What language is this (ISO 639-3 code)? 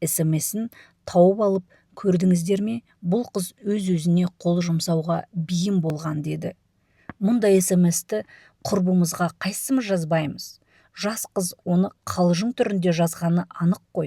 kaz